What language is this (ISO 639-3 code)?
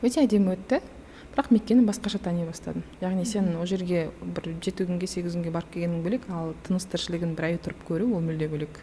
kaz